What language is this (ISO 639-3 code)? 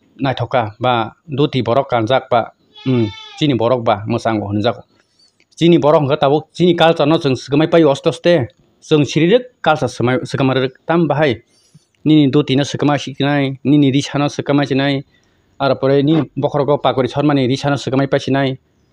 trp